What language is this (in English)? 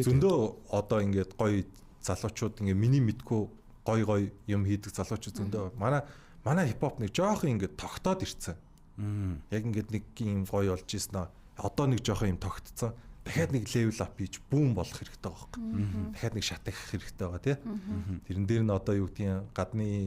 Mongolian